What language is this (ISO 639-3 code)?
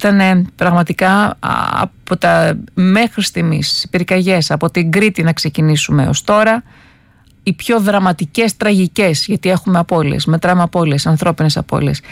ell